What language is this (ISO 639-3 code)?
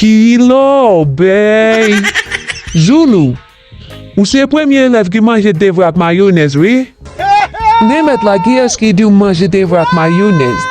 hat